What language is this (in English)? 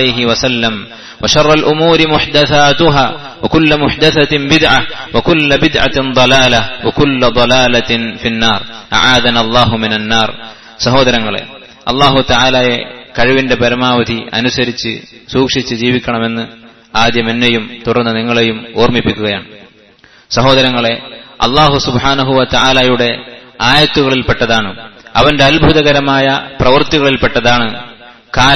Malayalam